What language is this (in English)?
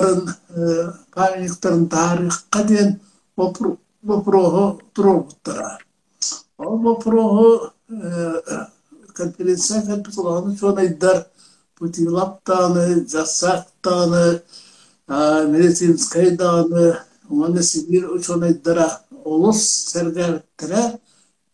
Yakut